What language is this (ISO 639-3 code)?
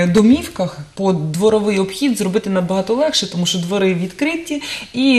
ukr